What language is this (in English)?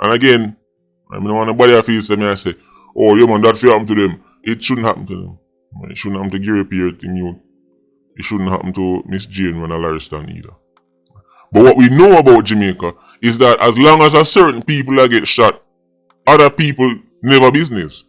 Jamaican Creole English